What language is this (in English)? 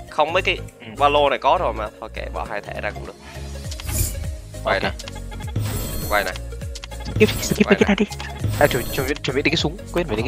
Vietnamese